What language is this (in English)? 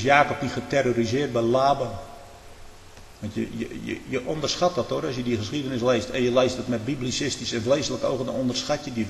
Dutch